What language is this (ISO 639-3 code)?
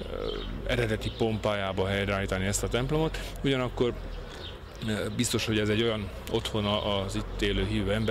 hun